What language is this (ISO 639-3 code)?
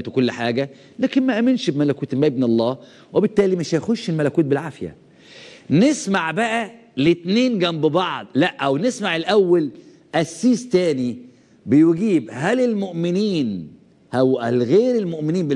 arz